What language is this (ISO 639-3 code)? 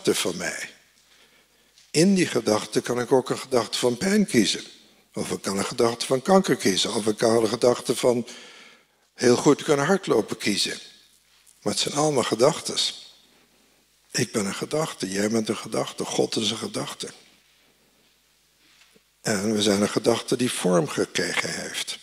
nld